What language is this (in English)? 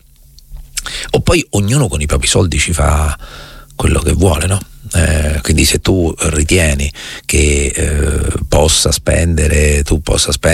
Italian